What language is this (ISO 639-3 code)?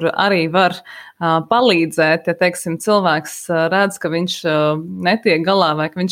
lav